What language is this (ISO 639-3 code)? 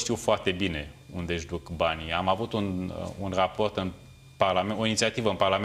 ron